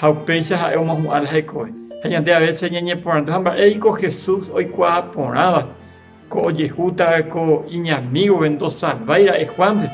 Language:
Guarani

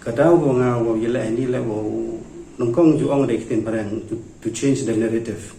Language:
Pnar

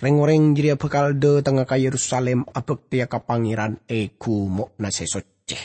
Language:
Madurese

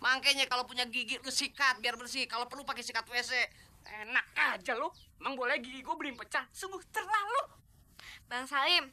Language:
Betawi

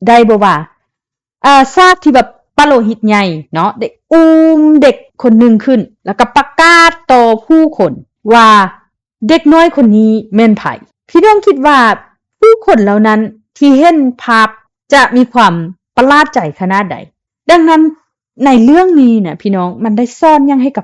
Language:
Lao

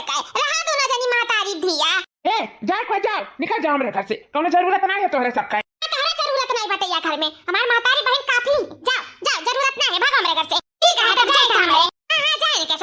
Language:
Awadhi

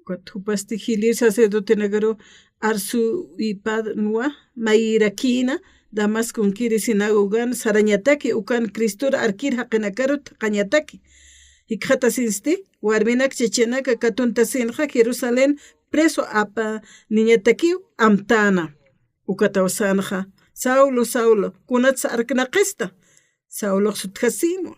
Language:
Aymara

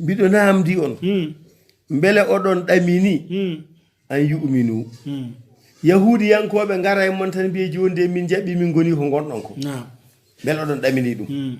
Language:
Fula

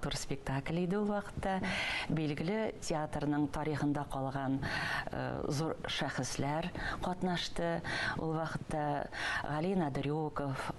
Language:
Tatar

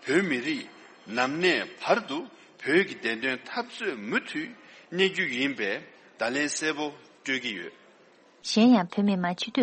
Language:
Tibetan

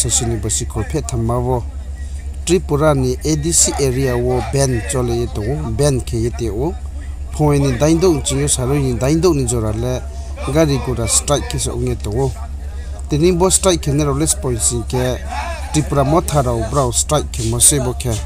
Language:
Riang (India)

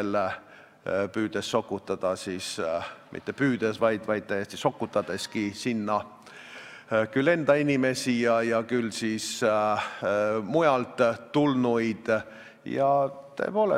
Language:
Estonian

